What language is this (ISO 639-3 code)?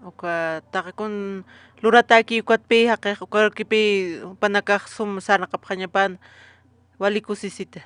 aym